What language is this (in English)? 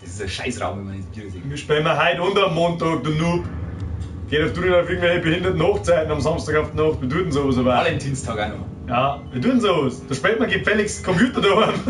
Bavarian